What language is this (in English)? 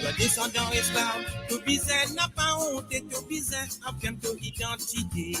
Morisyen